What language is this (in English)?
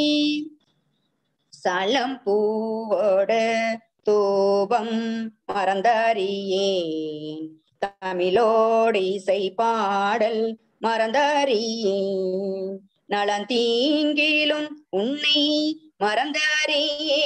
Tamil